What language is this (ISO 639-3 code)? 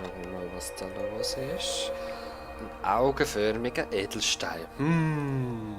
gsw